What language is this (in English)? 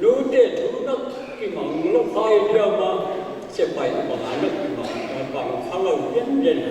Paite Chin